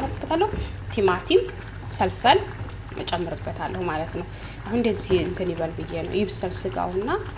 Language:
Amharic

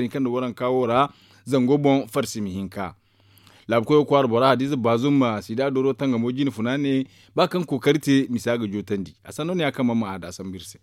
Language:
Zarma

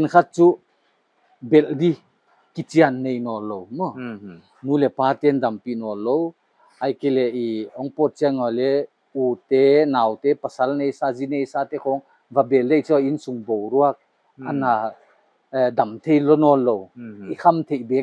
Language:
Paite Chin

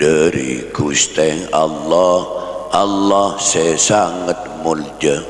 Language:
Madurese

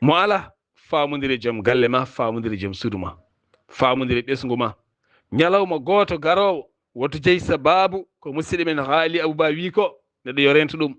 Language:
Fula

